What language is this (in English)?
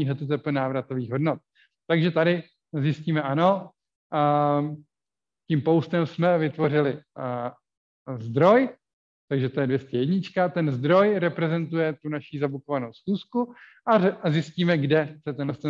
Czech